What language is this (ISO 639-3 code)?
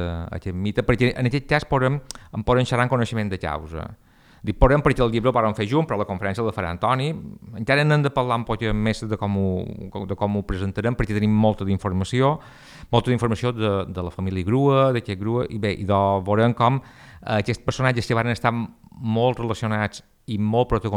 cat